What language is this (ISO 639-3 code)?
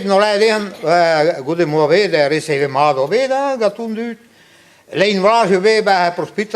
bre